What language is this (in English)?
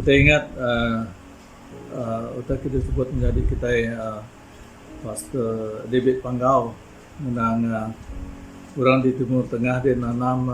Iban